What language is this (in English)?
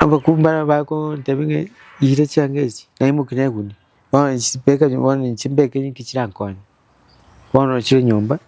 Gusii